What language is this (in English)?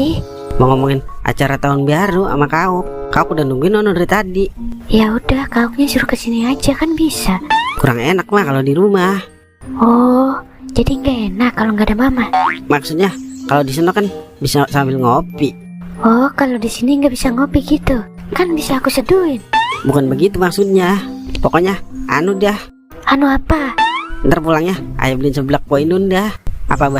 Betawi